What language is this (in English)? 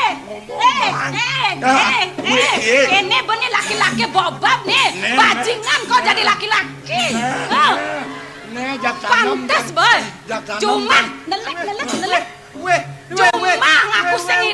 Balinese